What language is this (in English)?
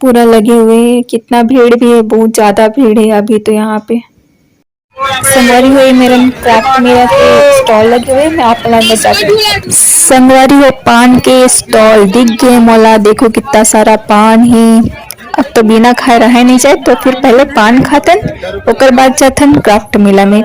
Chhattisgarhi